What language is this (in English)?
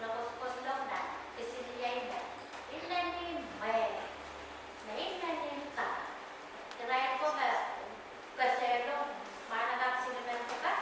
Pohnpeian